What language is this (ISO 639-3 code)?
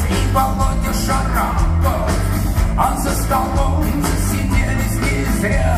rus